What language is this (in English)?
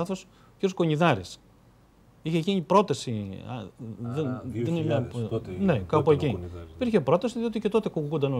Greek